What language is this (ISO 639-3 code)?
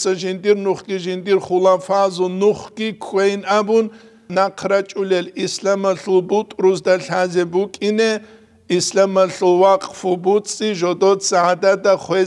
ava